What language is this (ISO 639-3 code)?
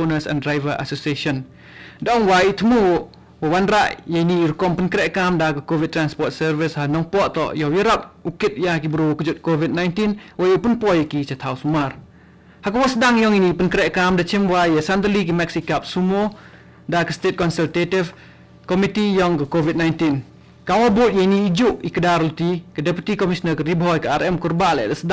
kha